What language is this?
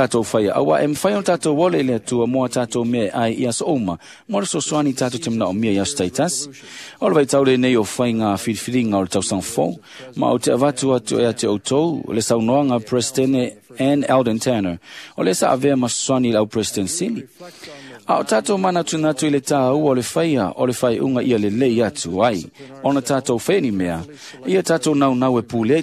Samoan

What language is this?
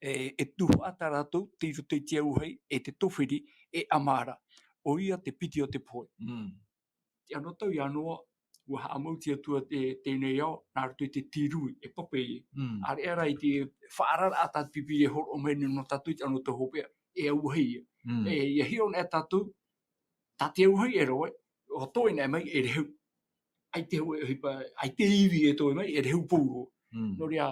Tahitian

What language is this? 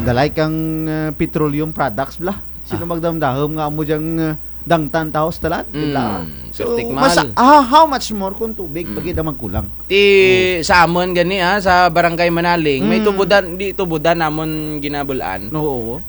Kinaray-a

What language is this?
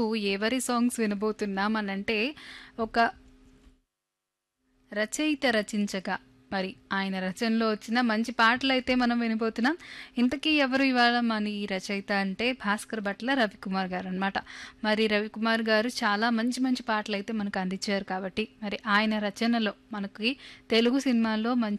Telugu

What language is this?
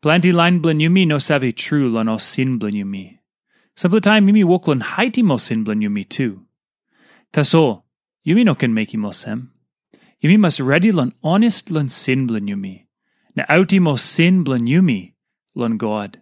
Tok Pisin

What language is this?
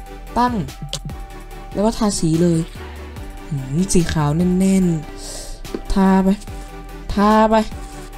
Thai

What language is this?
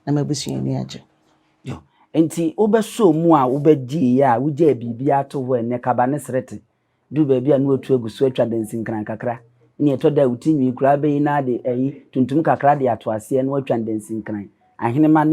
Akan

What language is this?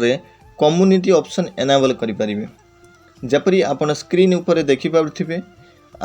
Odia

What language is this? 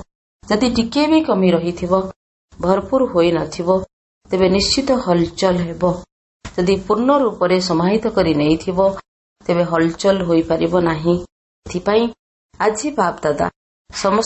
Odia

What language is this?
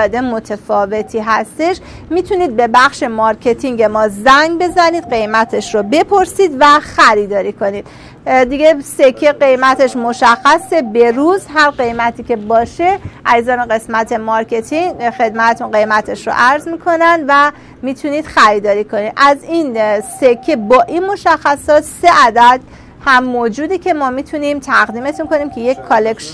Persian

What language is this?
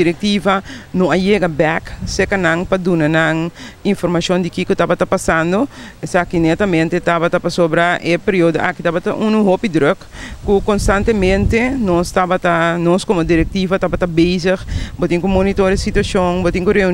Papiamento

